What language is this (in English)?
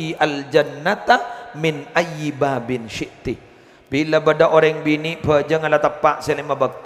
Madurese